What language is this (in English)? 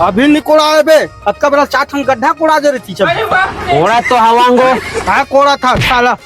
Chhattisgarhi